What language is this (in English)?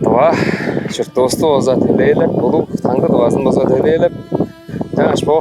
Tuvinian